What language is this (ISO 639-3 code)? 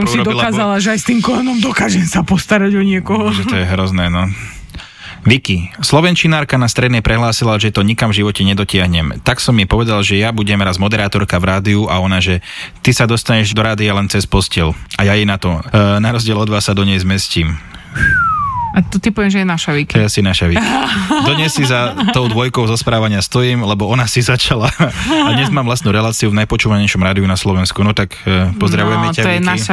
slk